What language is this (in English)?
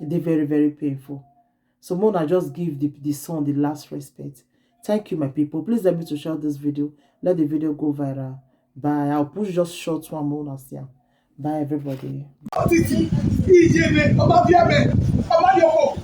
Nigerian Pidgin